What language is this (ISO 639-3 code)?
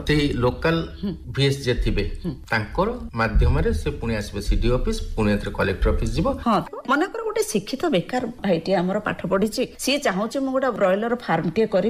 ori